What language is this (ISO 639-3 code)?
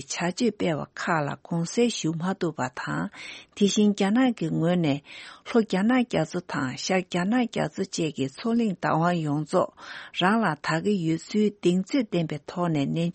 bod